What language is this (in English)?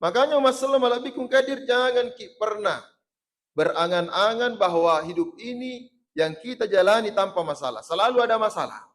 Buginese